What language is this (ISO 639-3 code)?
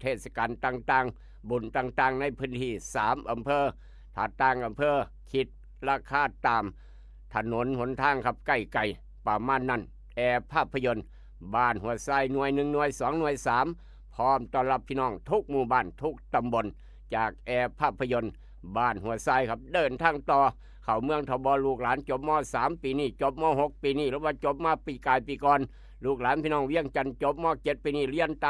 tts